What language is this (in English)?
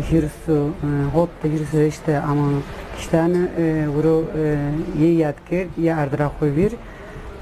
Zaza